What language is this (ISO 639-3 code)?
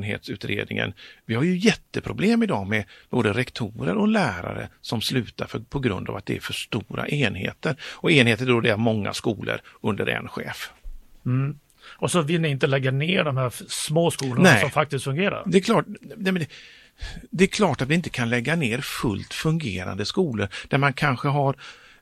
swe